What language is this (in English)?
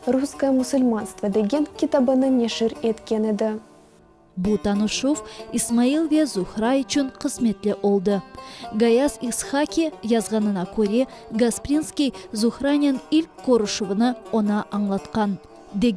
Crimean Tatar